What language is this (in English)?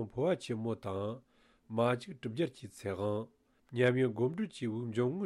Tibetan